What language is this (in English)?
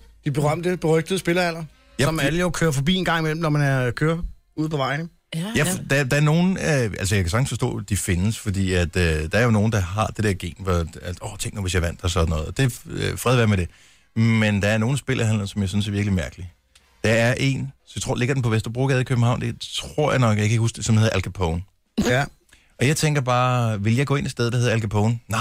Danish